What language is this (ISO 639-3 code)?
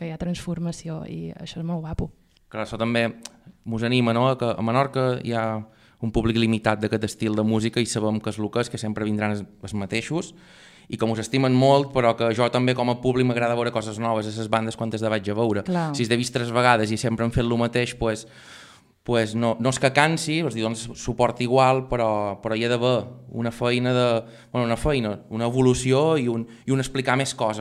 cat